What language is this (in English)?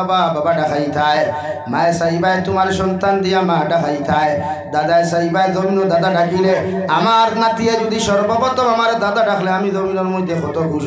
Sylheti